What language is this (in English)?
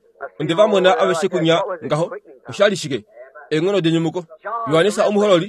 Kuanyama